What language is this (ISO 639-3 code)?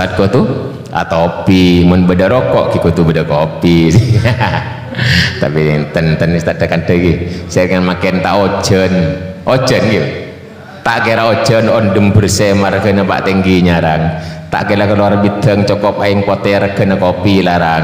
mad